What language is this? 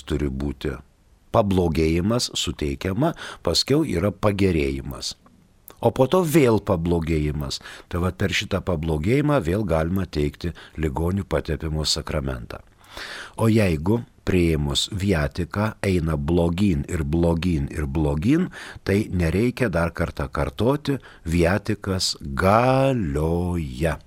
Lithuanian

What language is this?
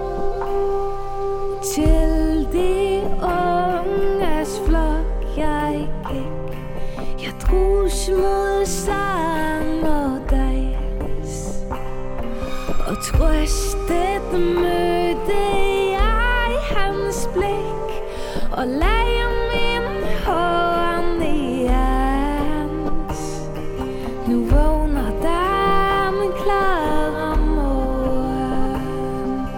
Danish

